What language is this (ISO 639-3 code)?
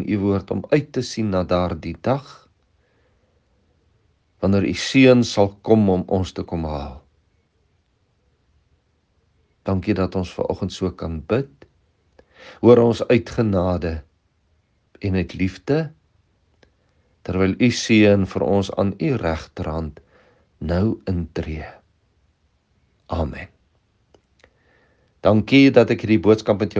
afr